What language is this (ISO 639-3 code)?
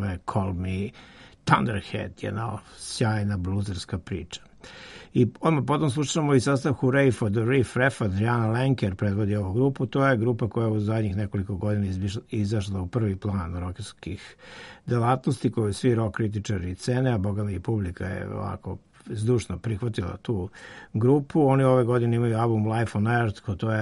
srp